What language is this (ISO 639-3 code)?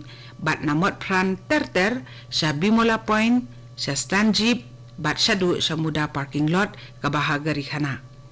kha